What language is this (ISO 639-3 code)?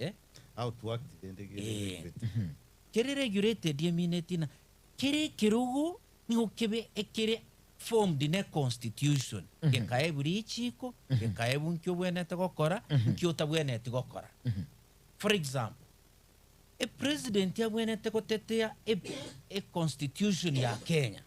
guz